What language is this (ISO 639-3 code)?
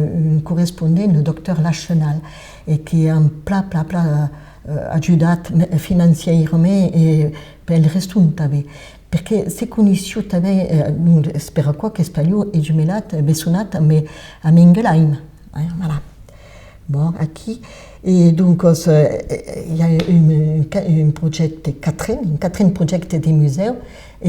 oci